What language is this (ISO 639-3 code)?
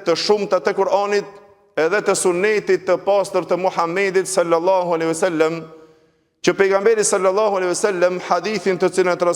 sqi